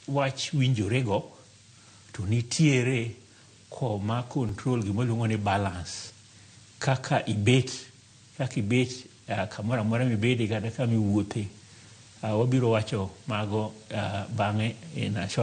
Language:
Luo (Kenya and Tanzania)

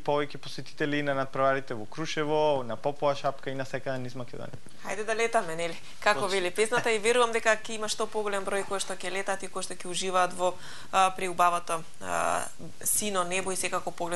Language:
Macedonian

